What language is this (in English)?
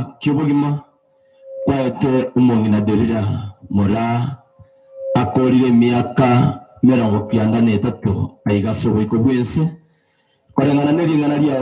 Gusii